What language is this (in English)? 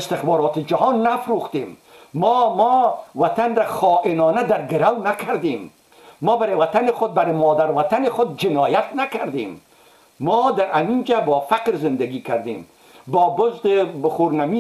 Persian